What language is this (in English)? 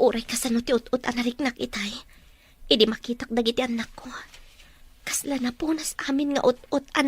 Iloko